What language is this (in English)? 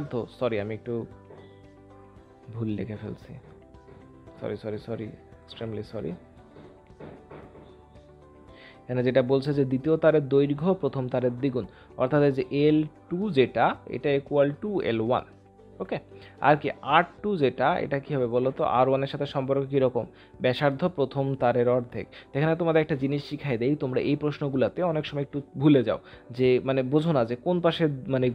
Bangla